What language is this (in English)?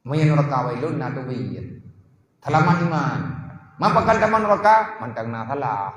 Achinese